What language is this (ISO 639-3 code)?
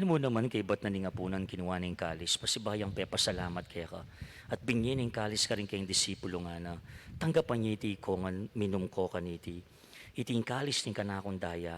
pam